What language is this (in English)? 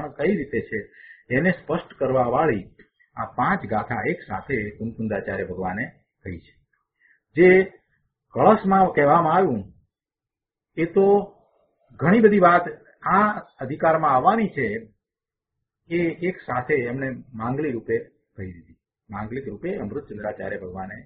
Gujarati